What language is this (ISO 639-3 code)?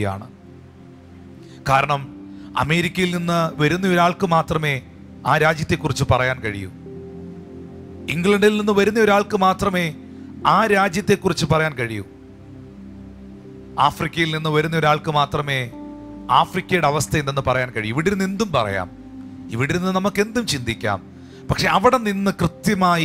mal